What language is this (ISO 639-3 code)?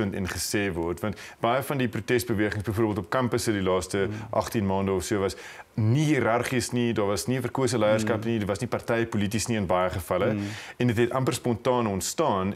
afr